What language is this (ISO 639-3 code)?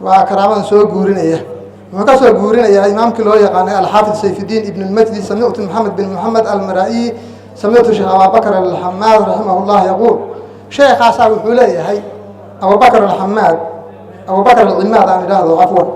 som